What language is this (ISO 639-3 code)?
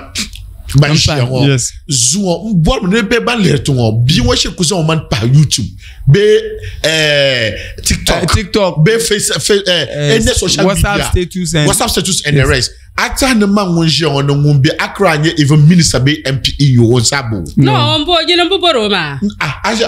dag